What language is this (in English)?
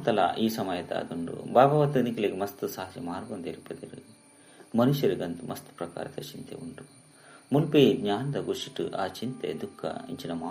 Tulu